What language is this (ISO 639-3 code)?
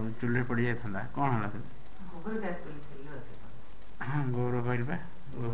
ori